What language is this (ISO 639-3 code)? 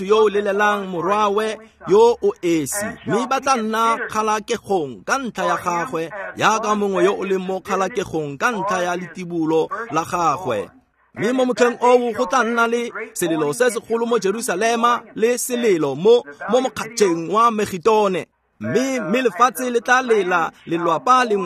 tsn